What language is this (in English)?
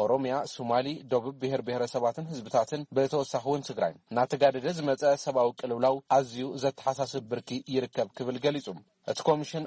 Tigrinya